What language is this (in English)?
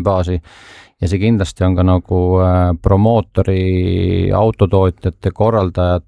Estonian